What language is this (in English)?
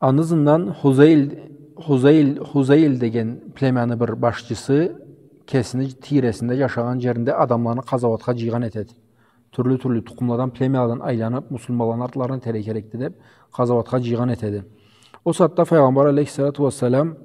Karachay-Balkar